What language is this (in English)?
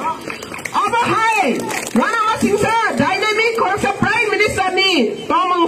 Riang (India)